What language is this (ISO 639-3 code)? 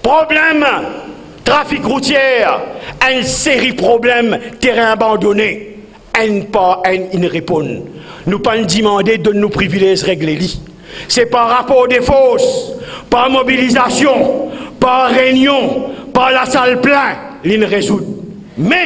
mfe